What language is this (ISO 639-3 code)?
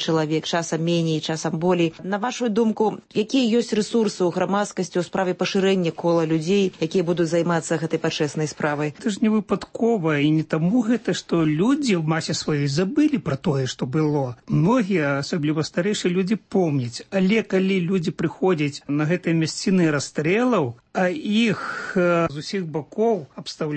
bel